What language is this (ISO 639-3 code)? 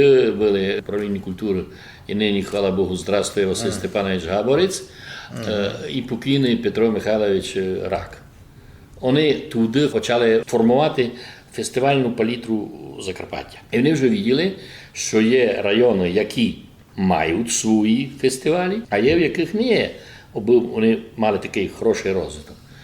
rue